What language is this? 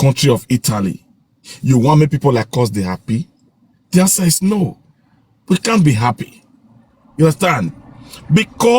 Nigerian Pidgin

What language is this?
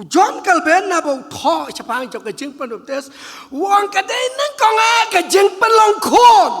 Khasi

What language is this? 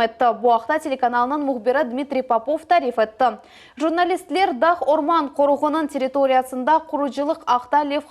Crimean Tatar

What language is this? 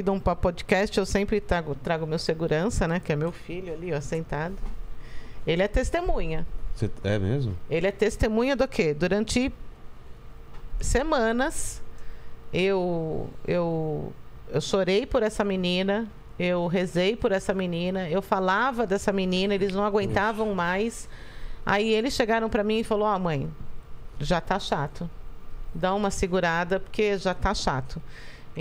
Portuguese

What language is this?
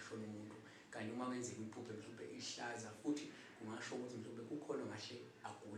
Zulu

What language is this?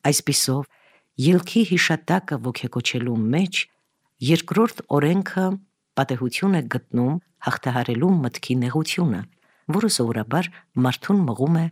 Armenian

